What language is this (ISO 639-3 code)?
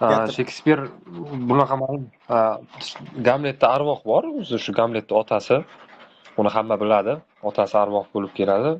uzb